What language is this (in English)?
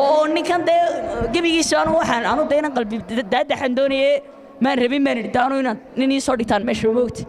Somali